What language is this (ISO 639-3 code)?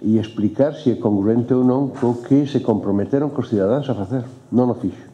glg